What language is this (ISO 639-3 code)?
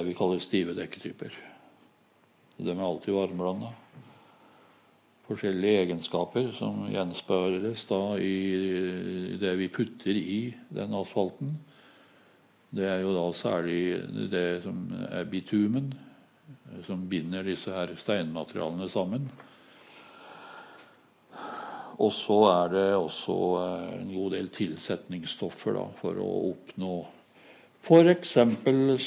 nor